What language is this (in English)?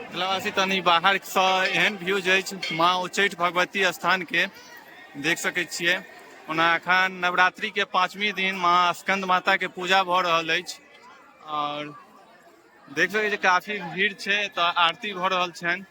Maithili